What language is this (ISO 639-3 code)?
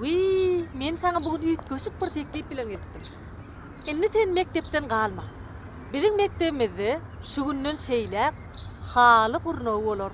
tuk